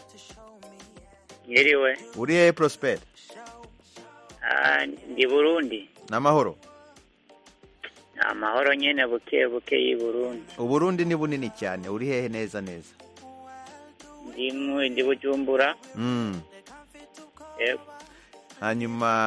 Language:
Kinyarwanda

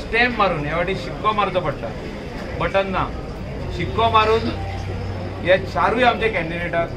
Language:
Konkani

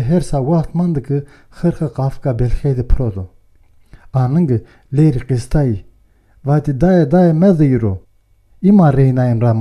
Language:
Zaza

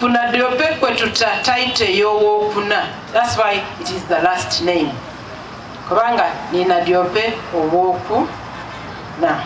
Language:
Soga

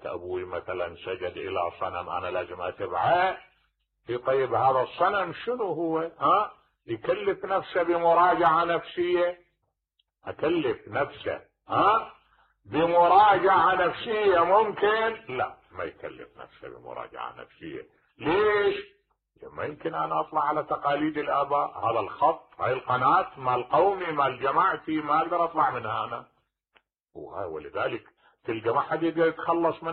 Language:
Mesopotamian Arabic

